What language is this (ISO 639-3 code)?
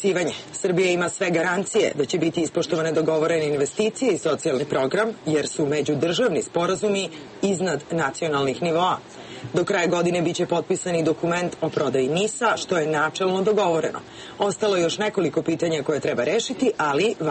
srp